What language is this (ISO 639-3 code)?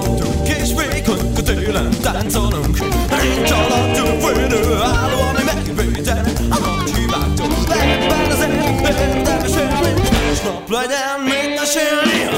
hun